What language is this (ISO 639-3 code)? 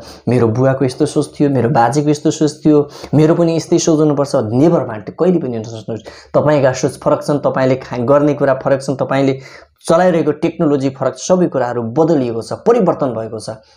nep